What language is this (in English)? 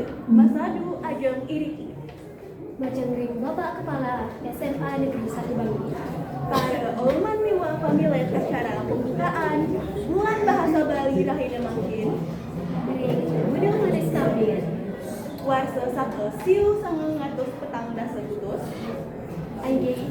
Balinese